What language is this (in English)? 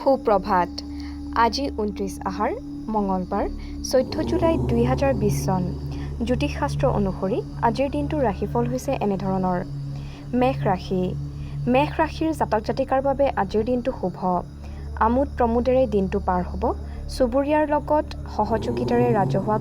Assamese